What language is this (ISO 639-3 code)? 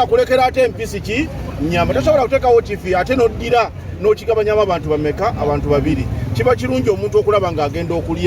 lug